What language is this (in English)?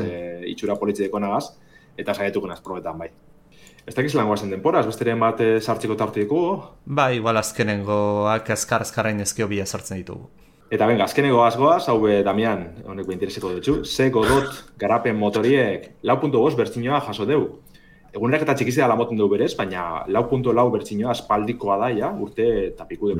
Basque